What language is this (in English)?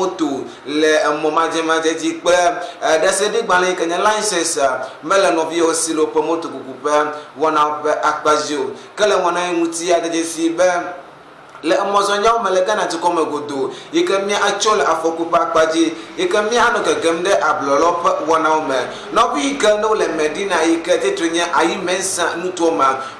Ewe